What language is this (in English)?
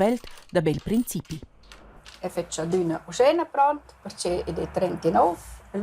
Romansh